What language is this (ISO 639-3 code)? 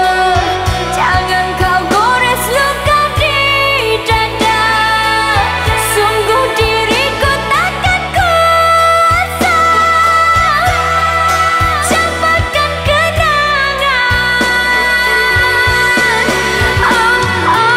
msa